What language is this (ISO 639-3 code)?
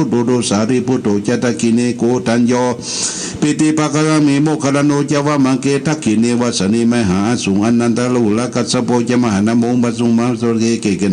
pli